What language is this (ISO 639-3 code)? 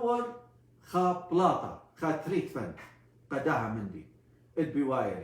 aii